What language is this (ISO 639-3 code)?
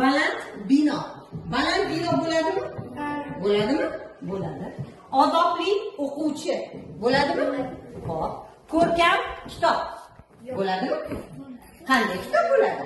uzb